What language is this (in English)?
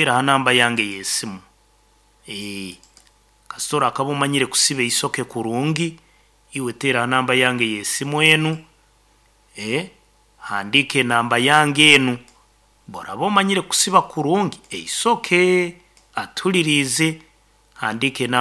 Nyoro